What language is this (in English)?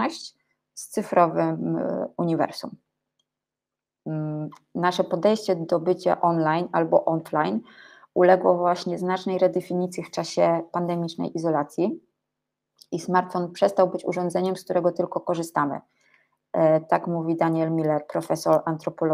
Polish